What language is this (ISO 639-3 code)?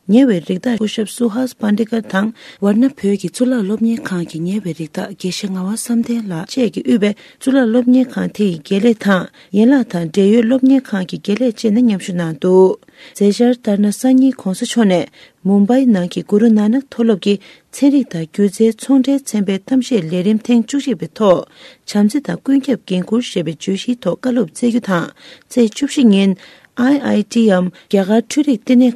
bod